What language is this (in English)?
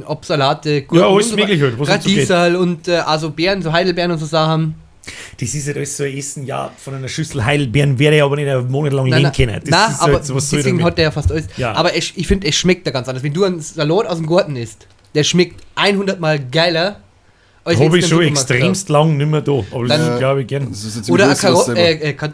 Bavarian